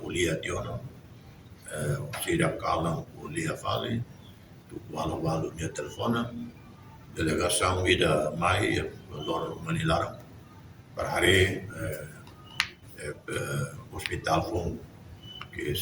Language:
Tetum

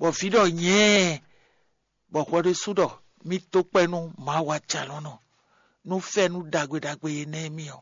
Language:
Fon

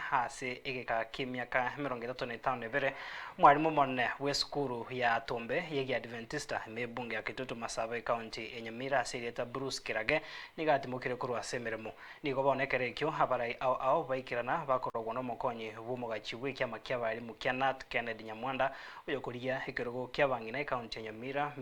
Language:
Gusii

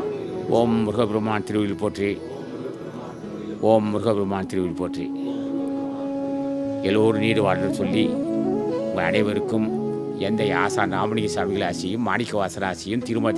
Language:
Tamil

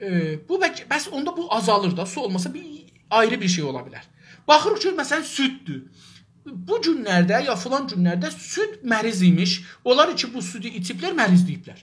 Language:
South Azerbaijani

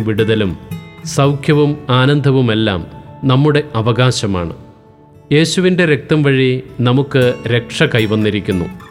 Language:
Malayalam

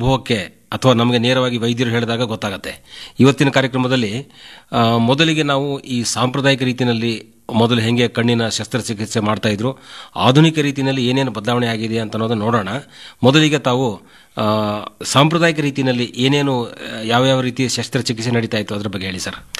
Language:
Kannada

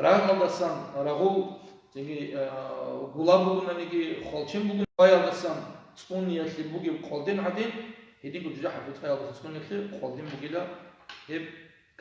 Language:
Avaric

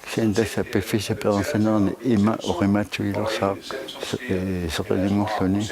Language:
Kalaallisut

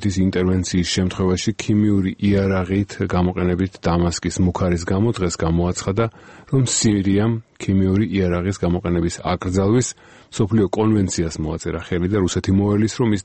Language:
Georgian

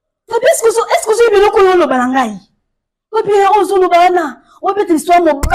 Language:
Lingala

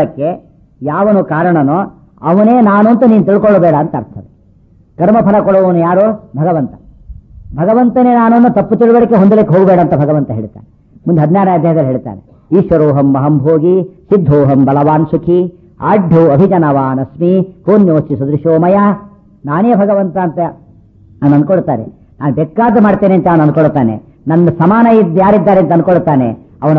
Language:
Kannada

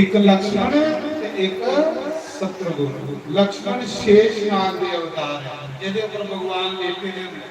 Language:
Dogri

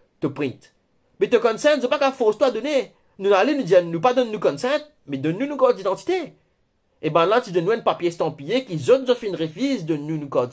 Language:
Morisyen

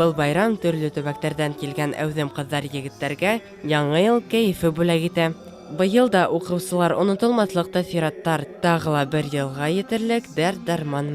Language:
Bashkir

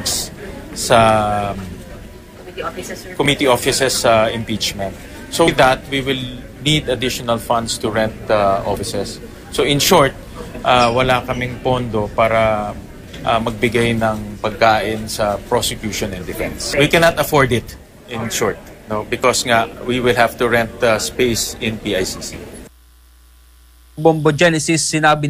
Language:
Filipino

